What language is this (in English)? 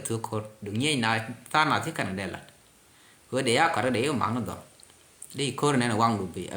Nuer